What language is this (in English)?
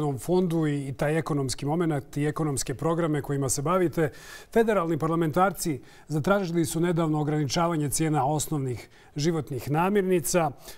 Bosnian